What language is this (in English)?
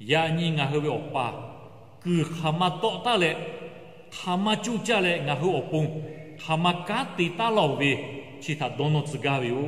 Lahu